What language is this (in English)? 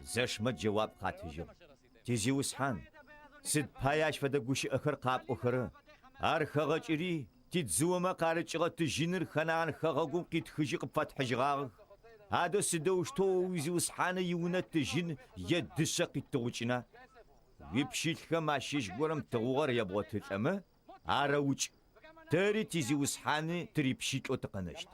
Adyghe